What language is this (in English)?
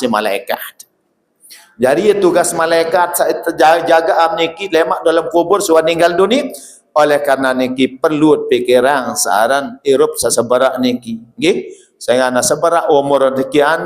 Sasak